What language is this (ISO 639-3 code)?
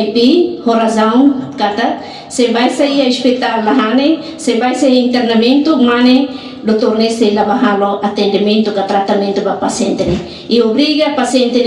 tet